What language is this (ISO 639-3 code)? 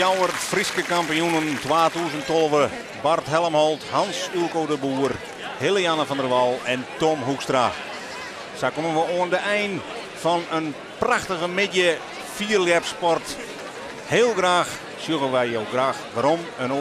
fry